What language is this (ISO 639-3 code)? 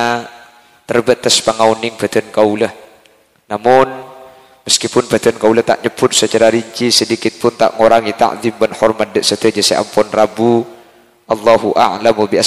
mad